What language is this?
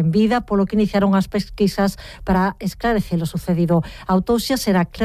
Galician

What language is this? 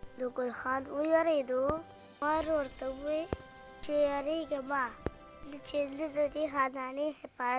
Pashto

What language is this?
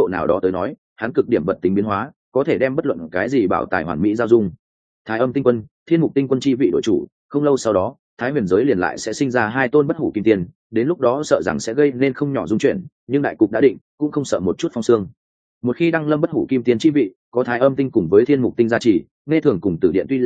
Vietnamese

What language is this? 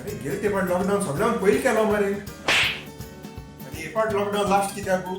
Konkani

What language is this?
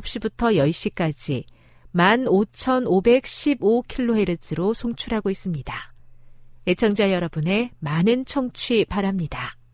Korean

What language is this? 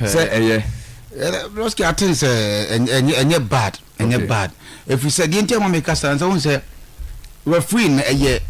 Akan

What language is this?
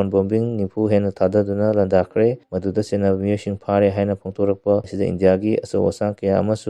Manipuri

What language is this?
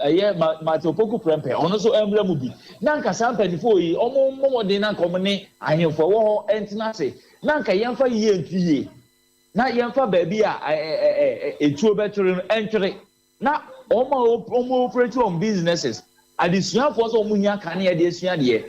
Akan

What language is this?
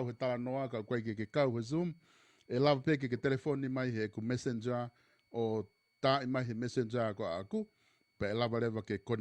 Tongan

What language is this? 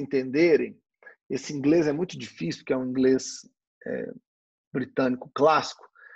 Portuguese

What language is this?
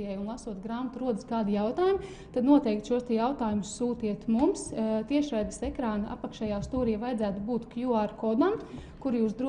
Latvian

